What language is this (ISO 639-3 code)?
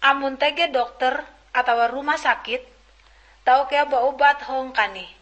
nij